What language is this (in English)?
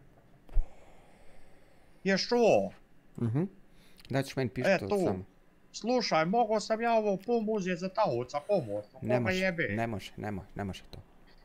Bosnian